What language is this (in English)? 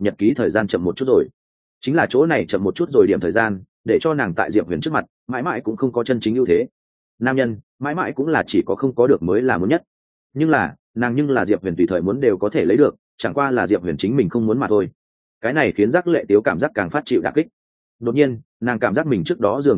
Vietnamese